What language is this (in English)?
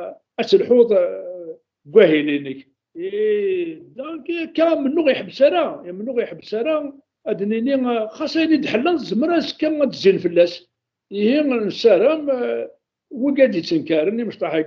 Kabyle